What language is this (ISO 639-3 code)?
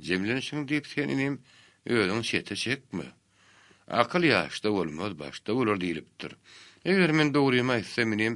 tuk